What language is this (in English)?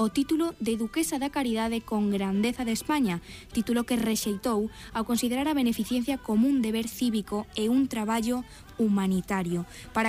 Galician